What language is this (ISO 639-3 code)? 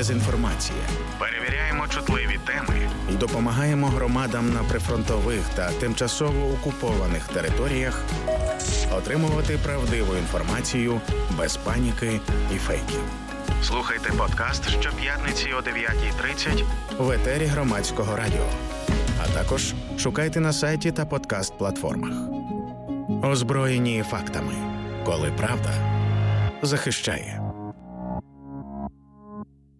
ukr